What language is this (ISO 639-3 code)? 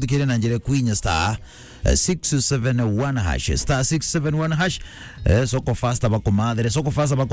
mer